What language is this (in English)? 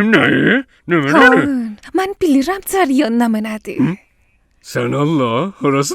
South Azerbaijani